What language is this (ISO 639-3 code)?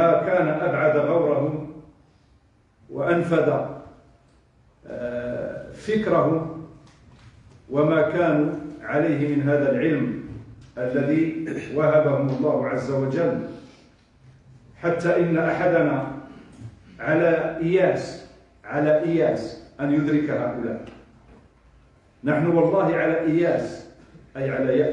ara